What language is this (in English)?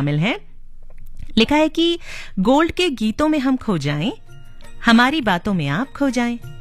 Hindi